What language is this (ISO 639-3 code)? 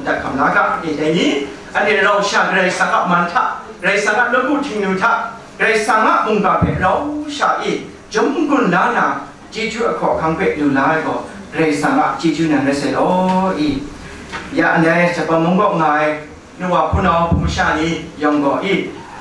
kac